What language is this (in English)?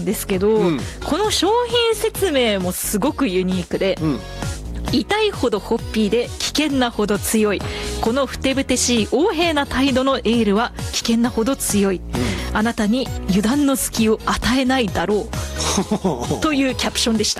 Japanese